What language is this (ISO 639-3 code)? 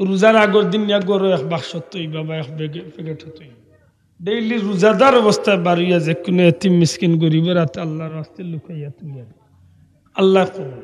syl